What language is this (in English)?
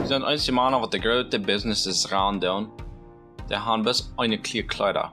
Plautdietsch